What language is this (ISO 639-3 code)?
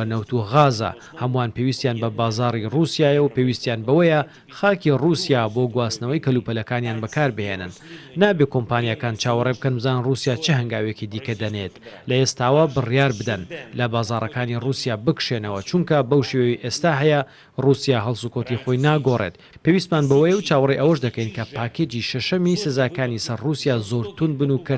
ckb